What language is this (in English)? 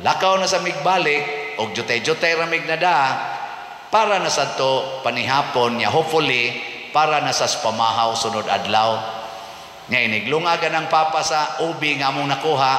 Cebuano